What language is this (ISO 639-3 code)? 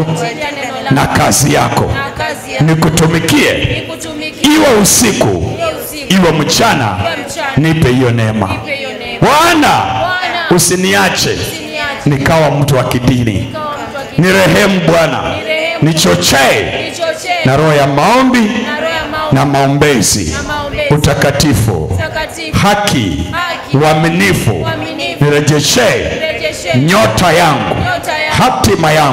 swa